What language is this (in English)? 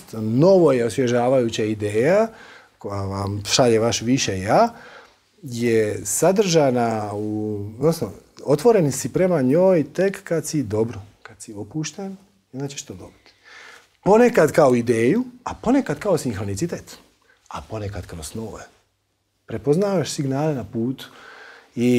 Croatian